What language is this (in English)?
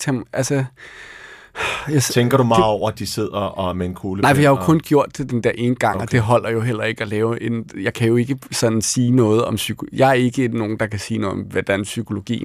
Danish